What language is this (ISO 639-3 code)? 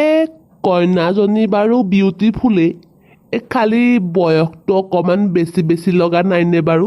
asm